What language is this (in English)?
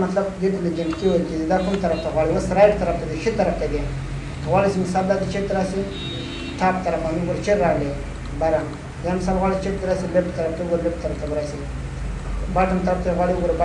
Pashto